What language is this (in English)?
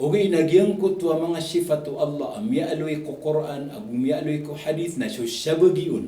Maranao